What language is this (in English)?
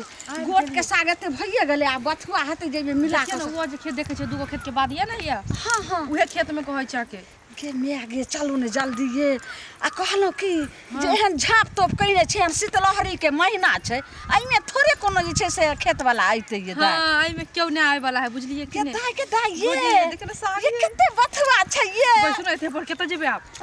Maithili